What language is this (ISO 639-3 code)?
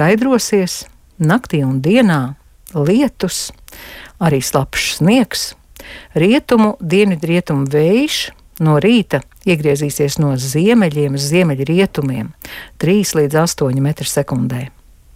lav